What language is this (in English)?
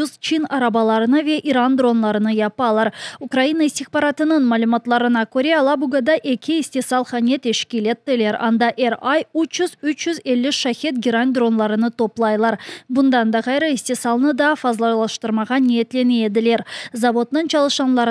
Crimean Tatar